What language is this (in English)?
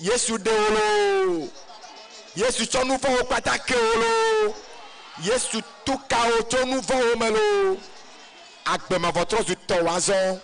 Ewe